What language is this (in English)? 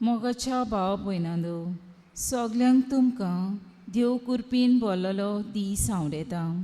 Konkani